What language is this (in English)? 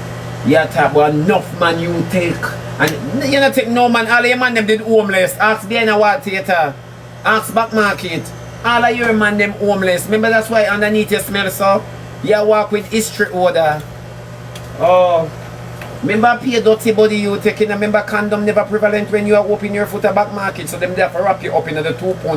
Jamaican Creole English